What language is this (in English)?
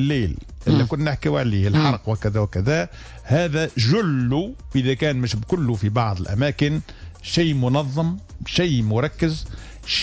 Tunisian Arabic